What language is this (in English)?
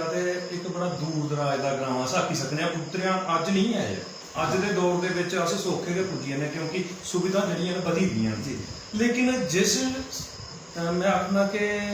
Dogri